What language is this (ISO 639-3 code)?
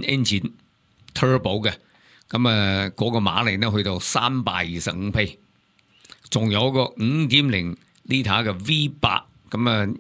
yue